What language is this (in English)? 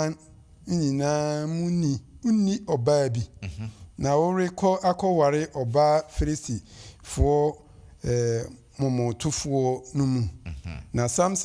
Akan